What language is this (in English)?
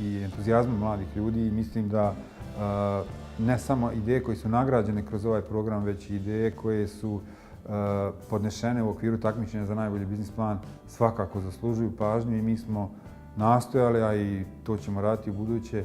Bosnian